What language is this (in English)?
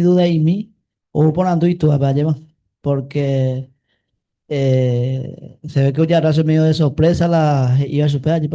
Guarani